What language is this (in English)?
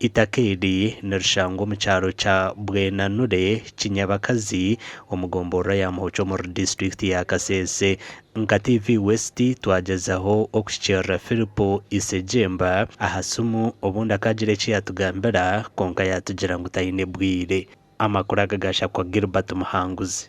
Nyankole